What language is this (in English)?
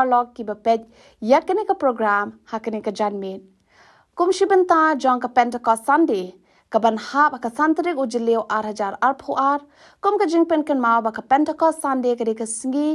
Khasi